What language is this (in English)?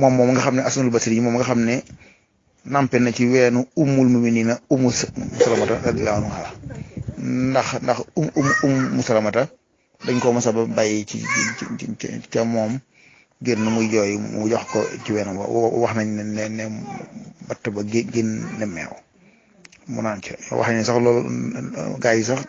Wolof